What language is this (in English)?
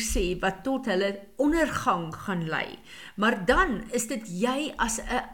Afrikaans